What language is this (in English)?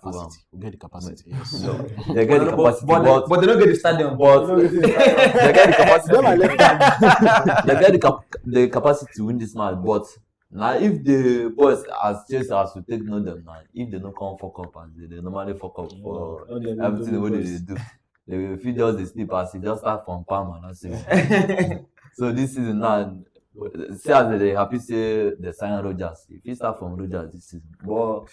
Nigerian Pidgin